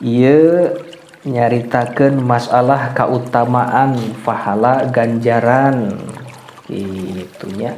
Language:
Sundanese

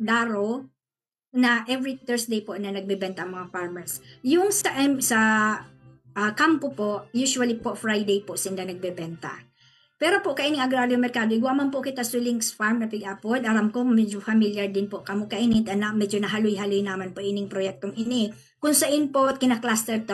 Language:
Bikol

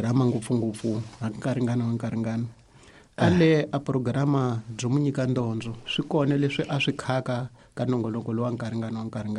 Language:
Tsonga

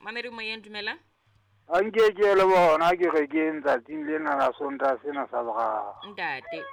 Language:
Southern Sotho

